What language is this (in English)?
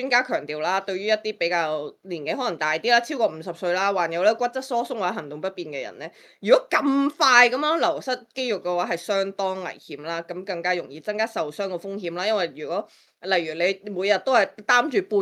Cantonese